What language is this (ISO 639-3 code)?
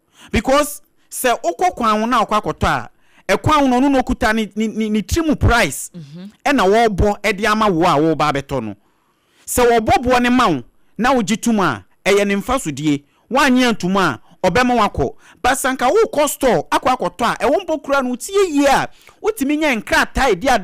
aka